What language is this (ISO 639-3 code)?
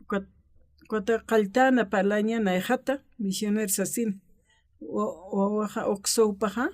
aym